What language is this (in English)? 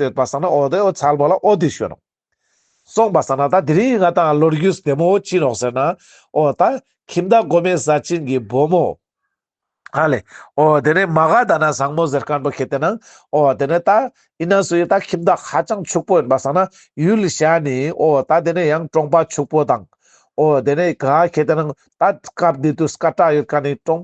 Ladakhi